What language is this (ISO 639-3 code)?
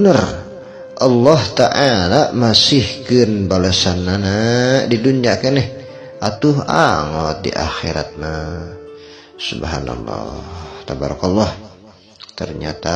sun